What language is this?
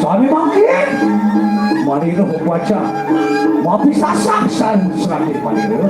Balinese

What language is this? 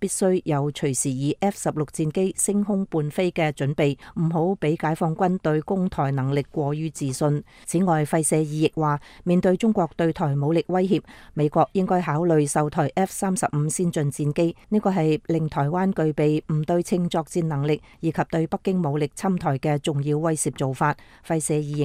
Cantonese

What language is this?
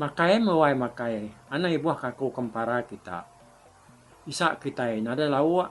Iban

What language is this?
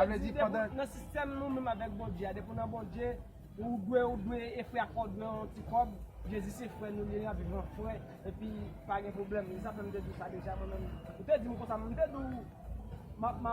Haitian Creole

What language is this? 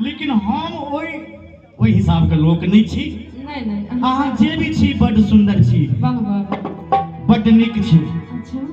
Maithili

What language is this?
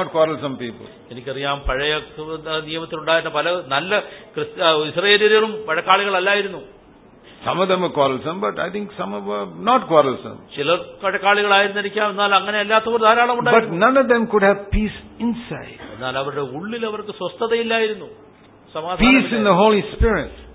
Malayalam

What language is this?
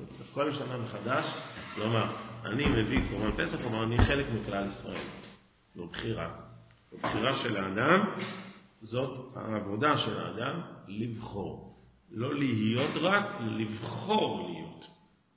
Hebrew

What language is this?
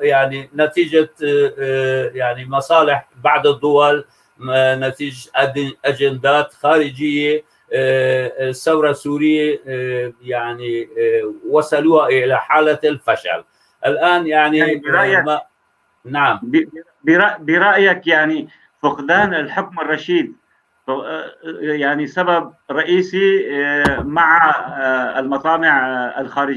North Levantine Arabic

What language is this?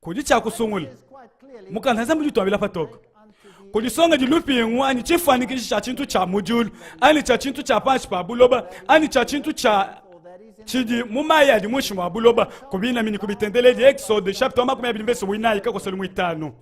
Luba-Lulua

